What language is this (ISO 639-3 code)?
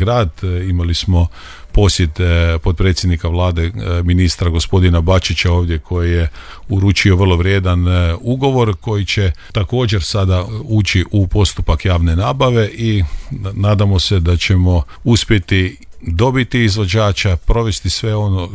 hrv